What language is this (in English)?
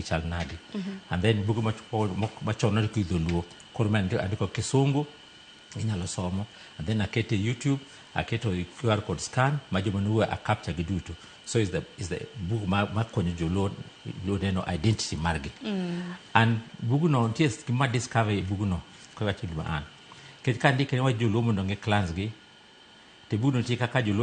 Luo (Kenya and Tanzania)